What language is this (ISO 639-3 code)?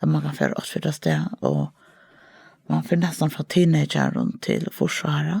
fao